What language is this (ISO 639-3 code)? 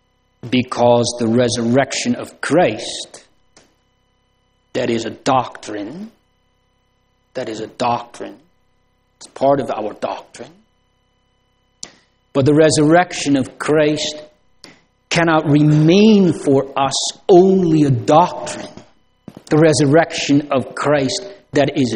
eng